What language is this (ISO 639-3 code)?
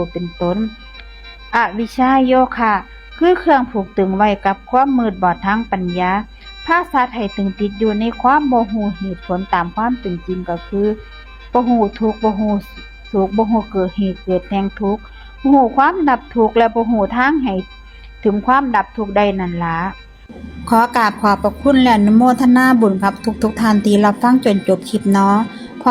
tts